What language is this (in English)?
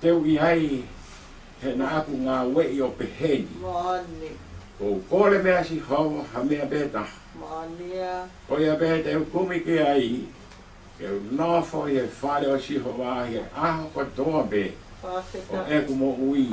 Tongan